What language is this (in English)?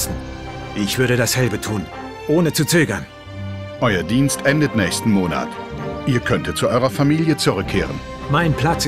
Bavarian